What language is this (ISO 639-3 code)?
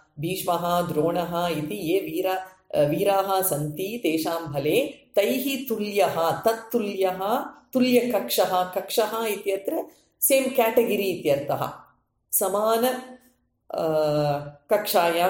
san